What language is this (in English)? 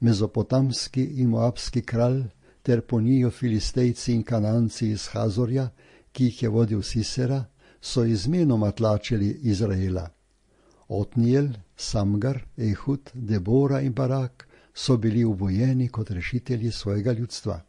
Slovenian